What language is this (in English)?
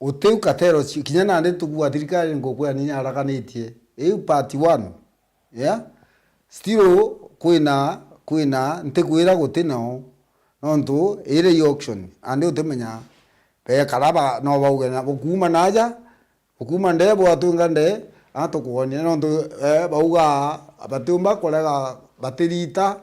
Meru